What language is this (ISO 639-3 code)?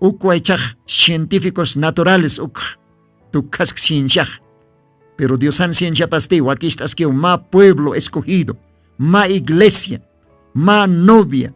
aym